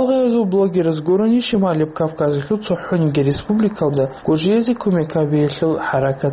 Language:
Avaric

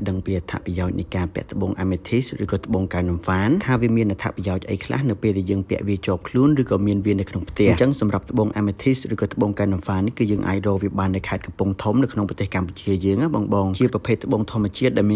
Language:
Khmer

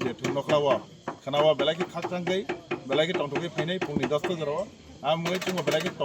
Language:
Kok Borok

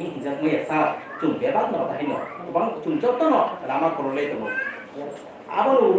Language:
Kok Borok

